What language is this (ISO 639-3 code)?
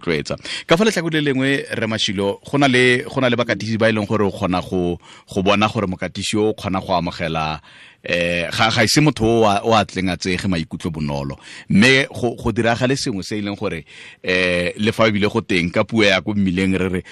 tsn